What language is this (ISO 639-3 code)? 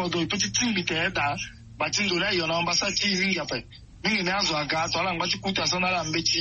sag